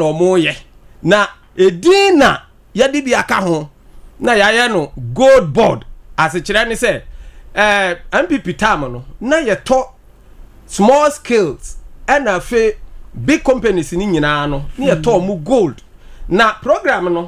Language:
Akan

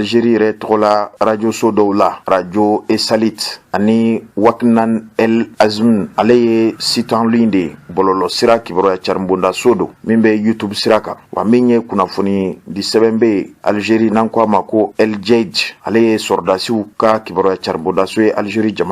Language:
Bambara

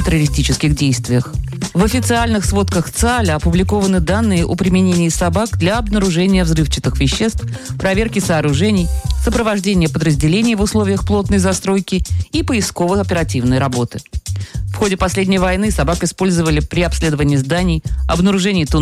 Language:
Russian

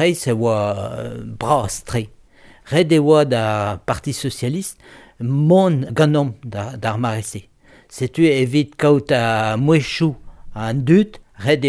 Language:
Breton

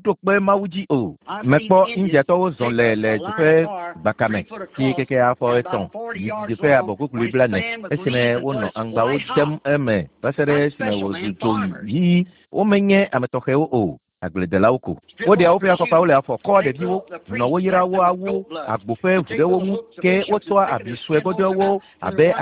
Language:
Ewe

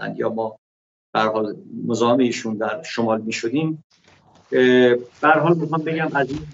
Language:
Persian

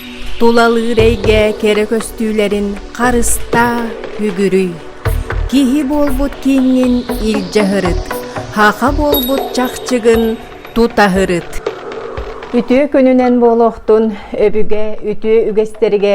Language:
Yakut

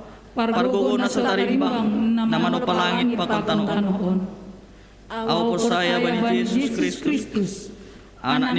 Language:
Batak Simalungun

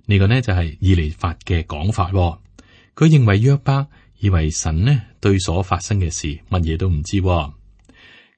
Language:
Cantonese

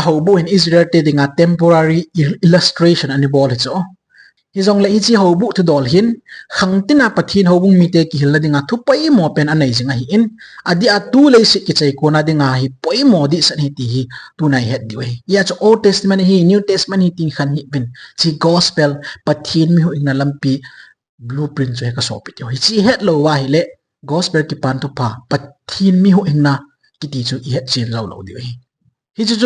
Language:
Thado Chin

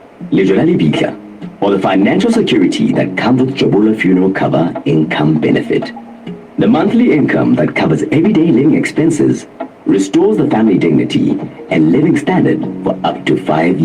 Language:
Southern Sotho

